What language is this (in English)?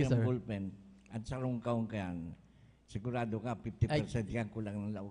Bikol